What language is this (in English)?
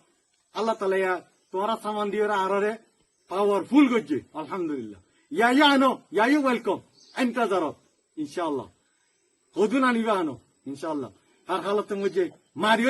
Rohingya